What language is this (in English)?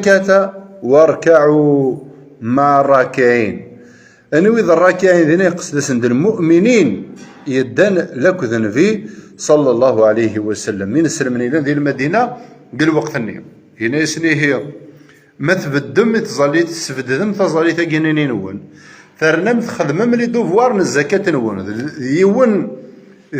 Kabyle